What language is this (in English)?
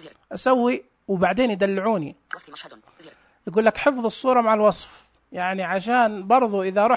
Najdi Arabic